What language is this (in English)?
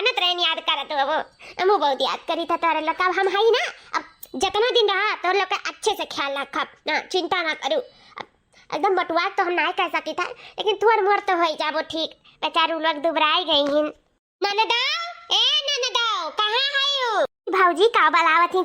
Awadhi